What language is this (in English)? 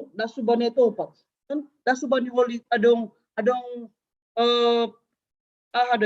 Batak Simalungun